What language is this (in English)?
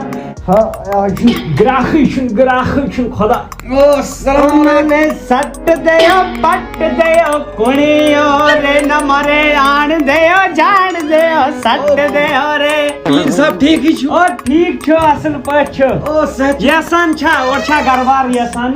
Kashmiri